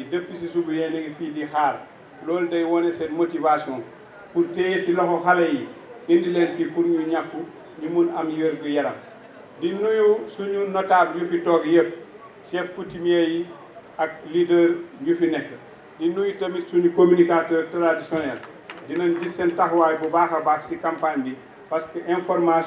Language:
Wolof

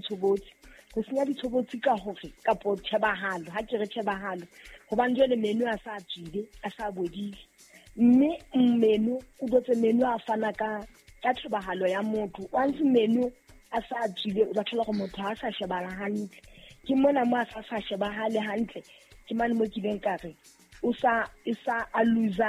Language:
Southern Sotho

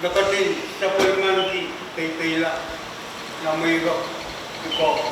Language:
Pohnpeian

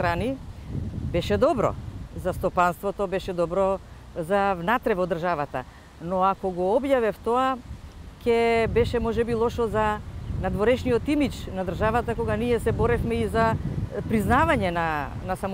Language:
Macedonian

